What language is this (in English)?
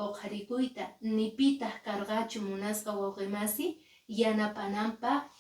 Quechua